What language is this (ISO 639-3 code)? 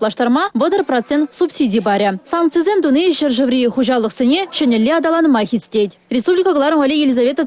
chv